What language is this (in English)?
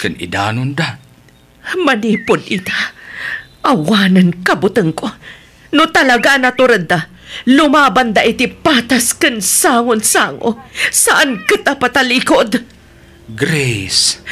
Iloko